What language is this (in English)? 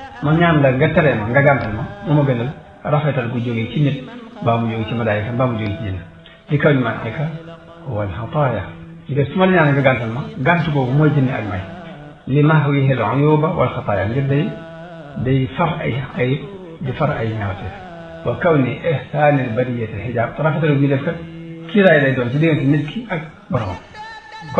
Wolof